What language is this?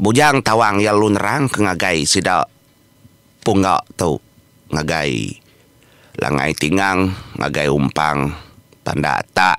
Iban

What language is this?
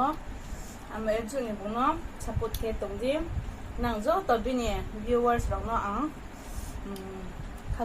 Riang (India)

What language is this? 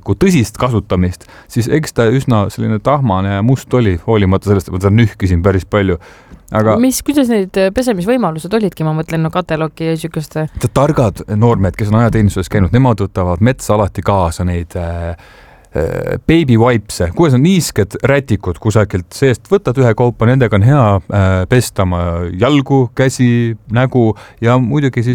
Estonian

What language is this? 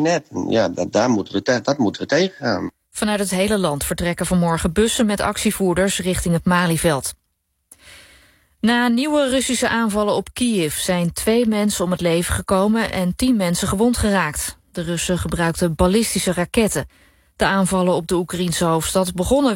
Dutch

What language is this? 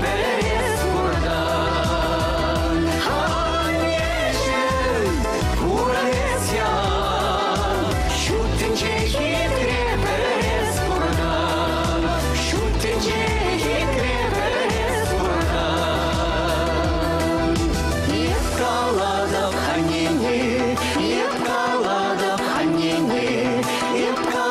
Chuvash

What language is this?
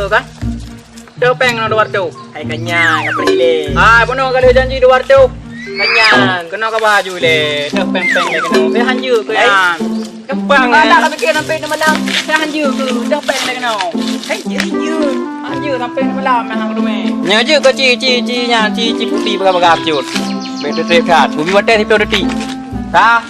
Achinese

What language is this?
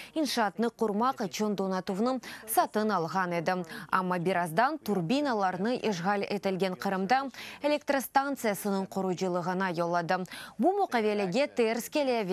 Crimean Tatar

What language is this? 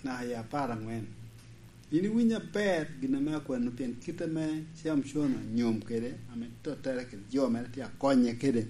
Lango (Uganda)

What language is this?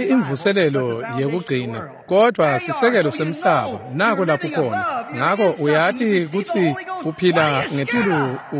Swati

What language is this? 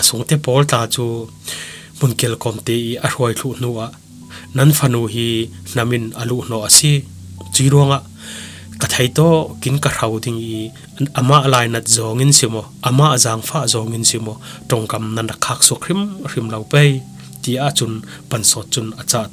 Falam Chin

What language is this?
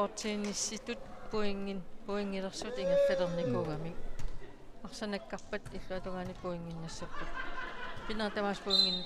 Kalaallisut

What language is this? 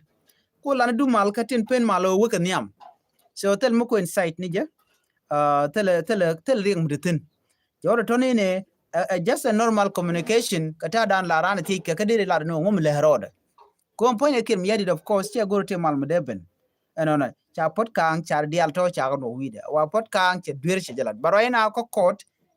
Nuer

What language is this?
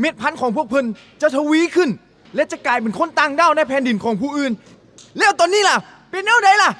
Lao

